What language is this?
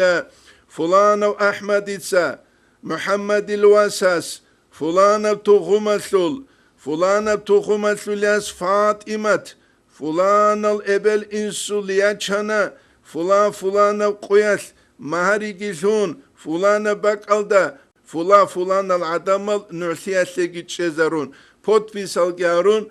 Avaric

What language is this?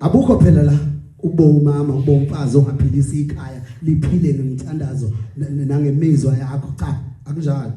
Zulu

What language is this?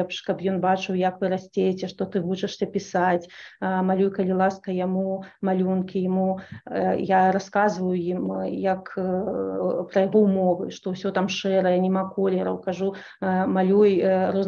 Belarusian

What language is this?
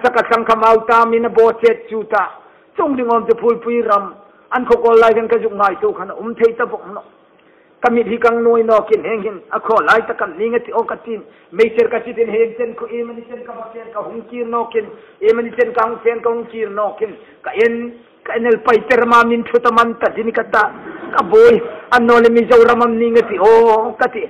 Hmar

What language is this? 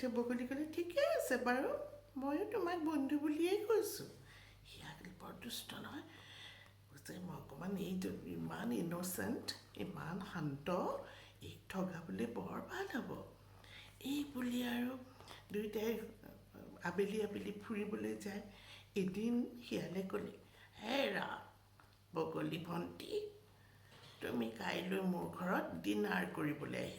Assamese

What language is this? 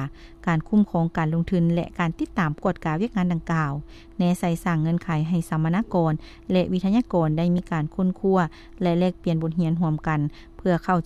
Lao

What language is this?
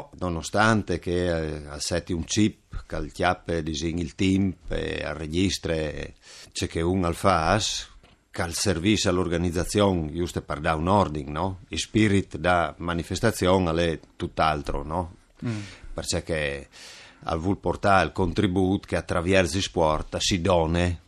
Friulian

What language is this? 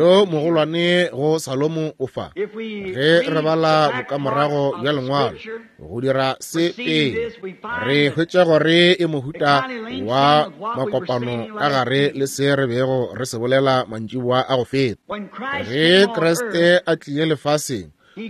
Northern Sotho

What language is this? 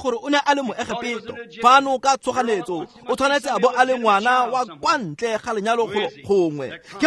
Tswana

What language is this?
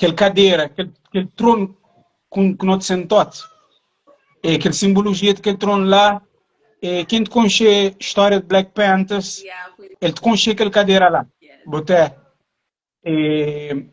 Kabuverdianu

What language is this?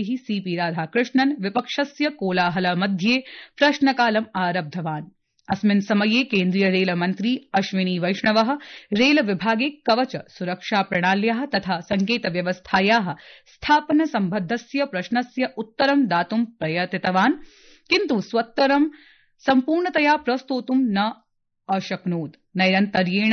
Sanskrit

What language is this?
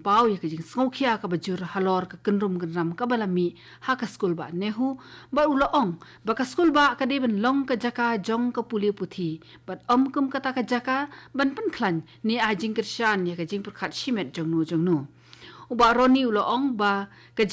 Khasi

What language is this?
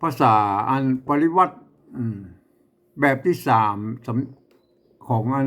Northern Thai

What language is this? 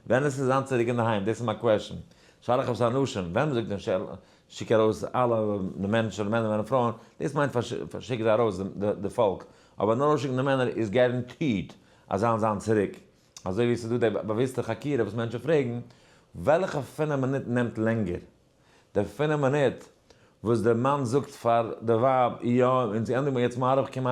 Yiddish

